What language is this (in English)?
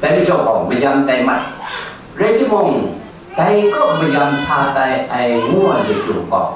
Kachin